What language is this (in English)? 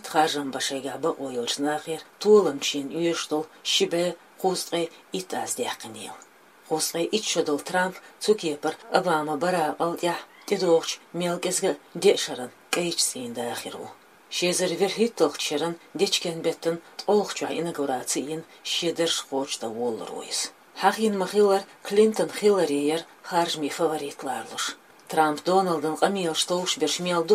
Chechen